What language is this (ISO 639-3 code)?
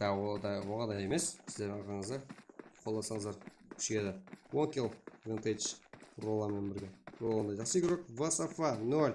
kaa